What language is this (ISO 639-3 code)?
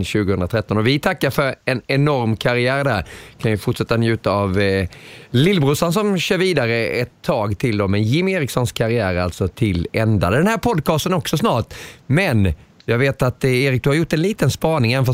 swe